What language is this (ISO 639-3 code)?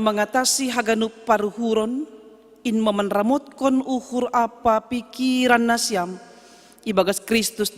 bts